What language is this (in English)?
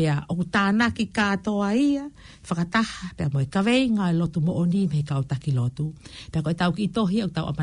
Tongan